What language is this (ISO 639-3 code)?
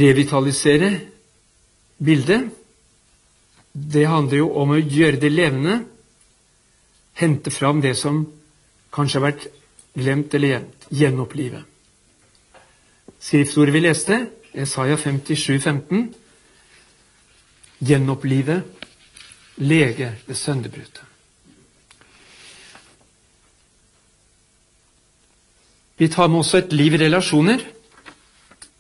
nor